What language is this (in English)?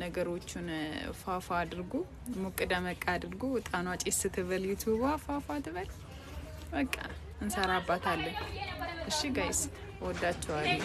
Amharic